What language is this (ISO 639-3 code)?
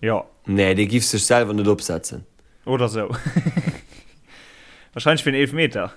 ltz